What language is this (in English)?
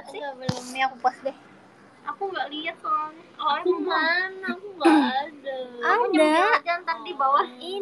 Indonesian